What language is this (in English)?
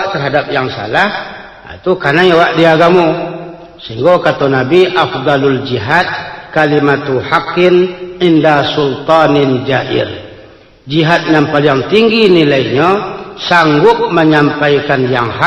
Minangkabau